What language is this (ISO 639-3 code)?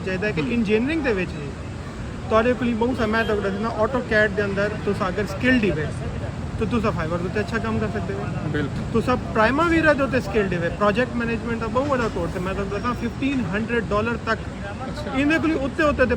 skr